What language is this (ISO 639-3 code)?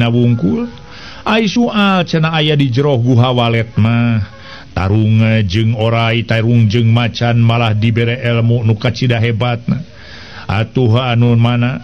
sun